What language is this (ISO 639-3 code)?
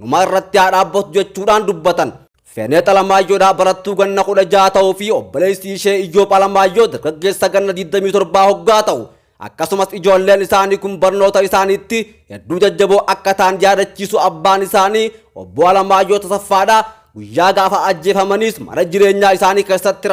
orm